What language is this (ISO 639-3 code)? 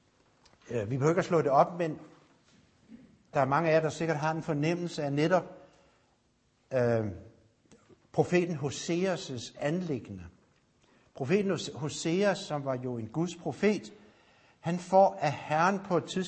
dan